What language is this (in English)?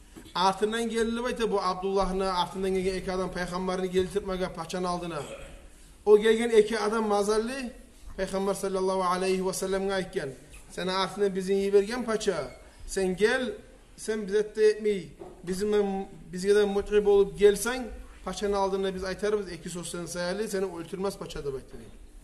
Kumyk